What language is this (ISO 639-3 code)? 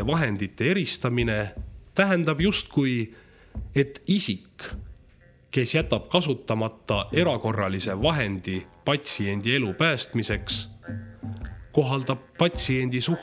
est